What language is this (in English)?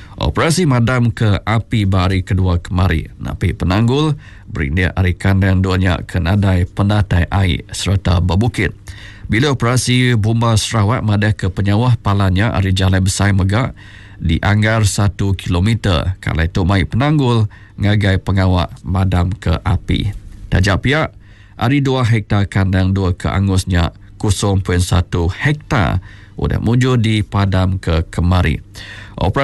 Iban